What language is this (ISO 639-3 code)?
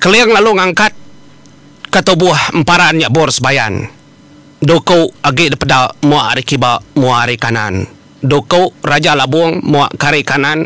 iba